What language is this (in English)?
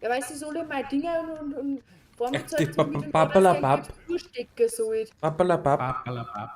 Bavarian